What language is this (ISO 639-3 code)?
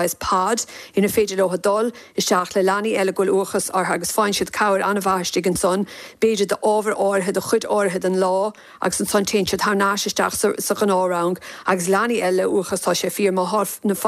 gle